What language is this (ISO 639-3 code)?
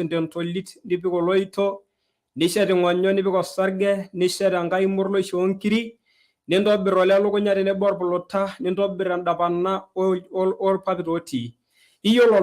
mas